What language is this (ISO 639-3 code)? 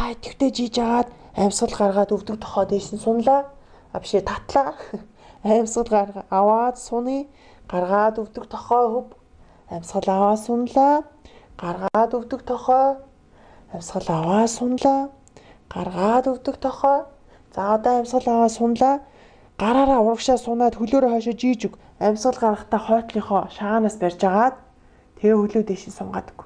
mon